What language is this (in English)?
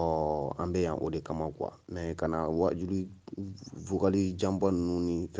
Bambara